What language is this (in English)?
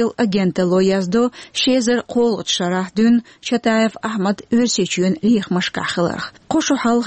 Chechen